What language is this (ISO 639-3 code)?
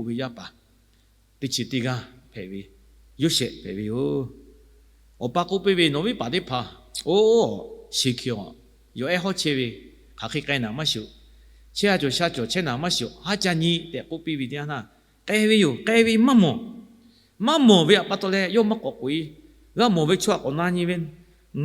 lhu